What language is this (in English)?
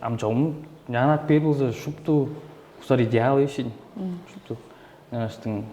Tuvinian